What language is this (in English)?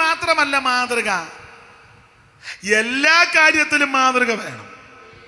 Malayalam